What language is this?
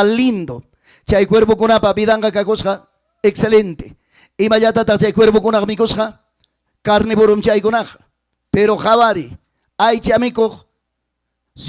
Ayacucho Quechua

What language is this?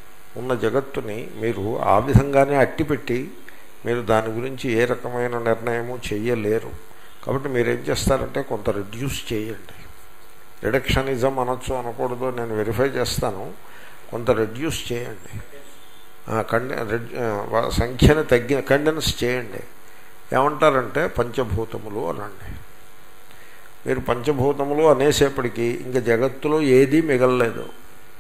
Telugu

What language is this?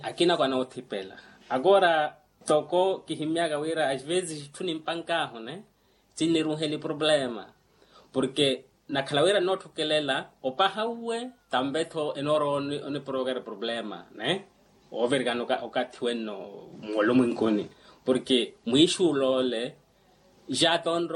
Makhuwa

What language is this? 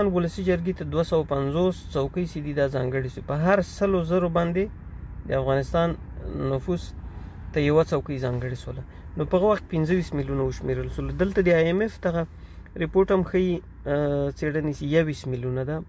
Pashto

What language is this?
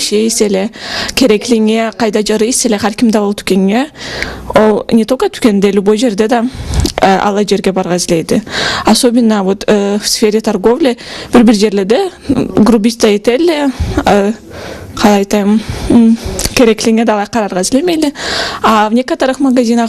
Karachay-Balkar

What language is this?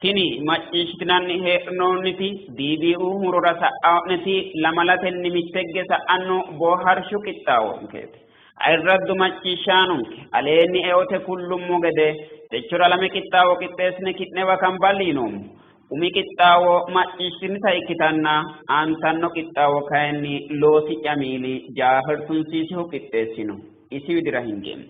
Sidamo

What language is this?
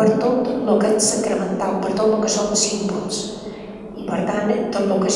Catalan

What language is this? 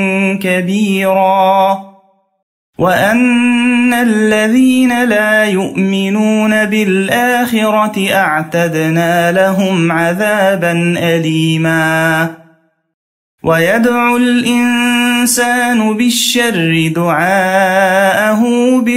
Arabic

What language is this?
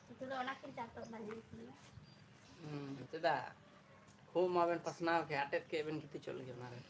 Santali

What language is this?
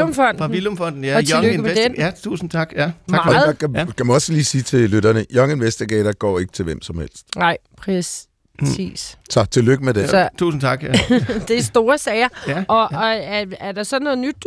Danish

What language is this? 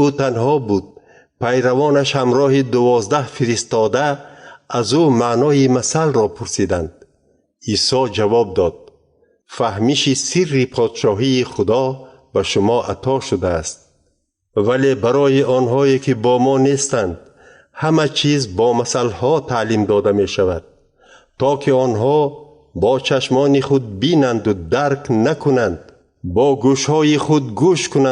Tajik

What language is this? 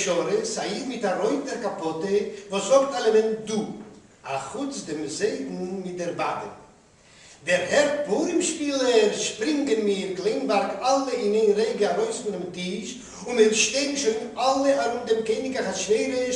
Yiddish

